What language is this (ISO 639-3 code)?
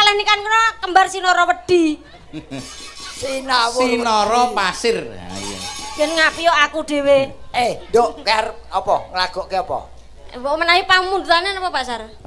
jav